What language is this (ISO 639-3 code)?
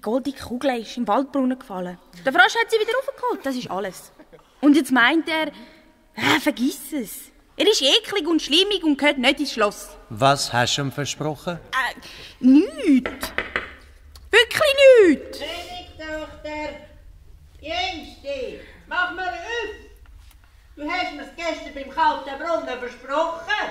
gsw